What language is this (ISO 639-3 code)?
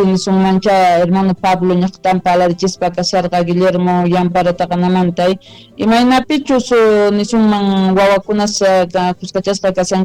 quh